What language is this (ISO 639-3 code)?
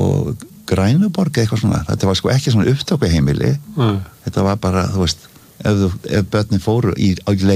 isl